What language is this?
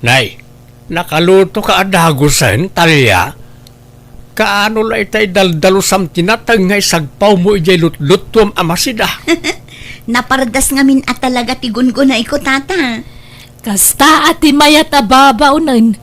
Iloko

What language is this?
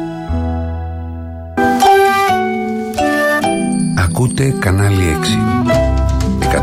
Greek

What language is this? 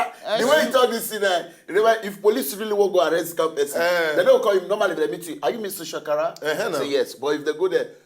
Nigerian Pidgin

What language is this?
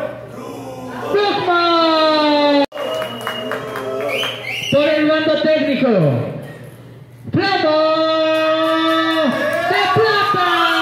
Spanish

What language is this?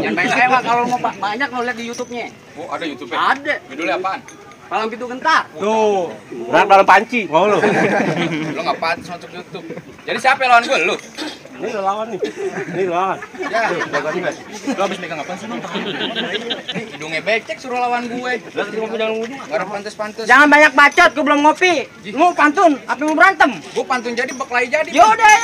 Betawi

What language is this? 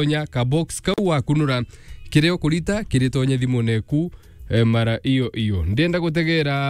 Meru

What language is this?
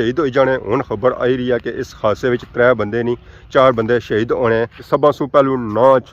Pahari-Potwari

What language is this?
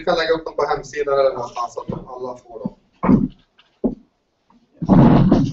Swedish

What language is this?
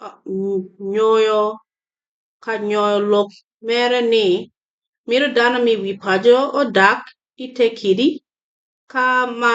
Acoli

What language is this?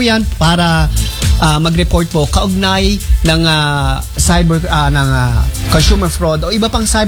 Filipino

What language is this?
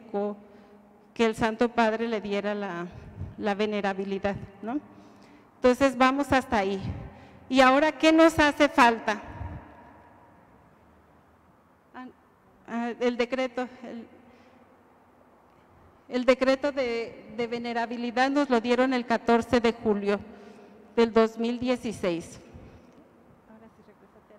Spanish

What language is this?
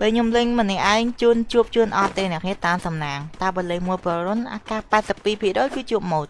Khmer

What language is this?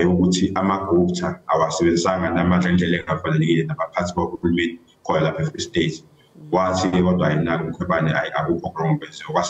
Zulu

